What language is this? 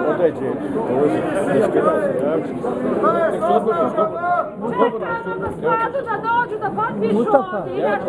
Bosnian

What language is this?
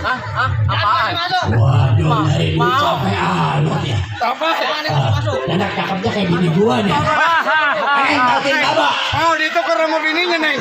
Betawi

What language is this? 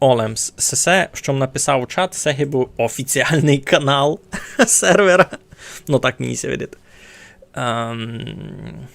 Rusyn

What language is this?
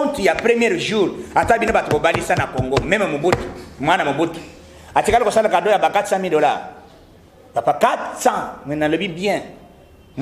Lingala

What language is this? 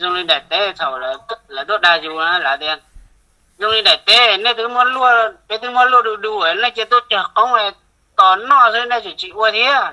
Hmong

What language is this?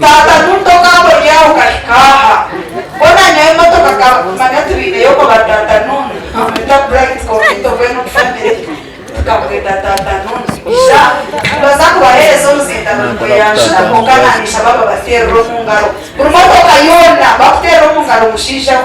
Nyankole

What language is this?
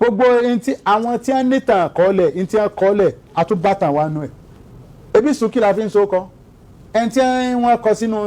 Yoruba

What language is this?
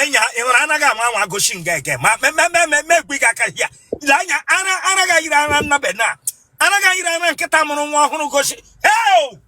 Igbo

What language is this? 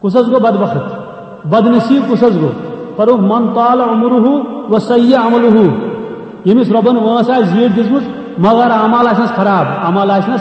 Kashmiri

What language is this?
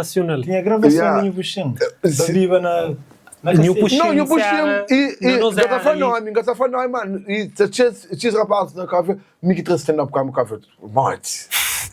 Kabuverdianu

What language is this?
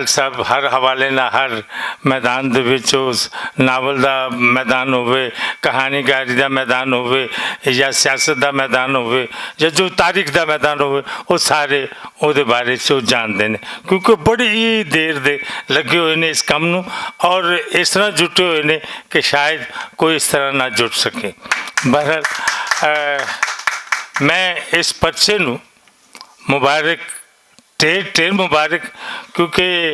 Western Panjabi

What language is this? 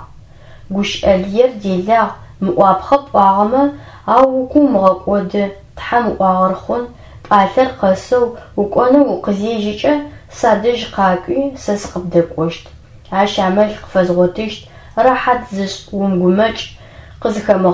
Adyghe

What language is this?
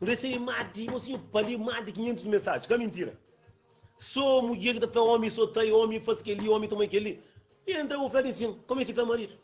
Kabuverdianu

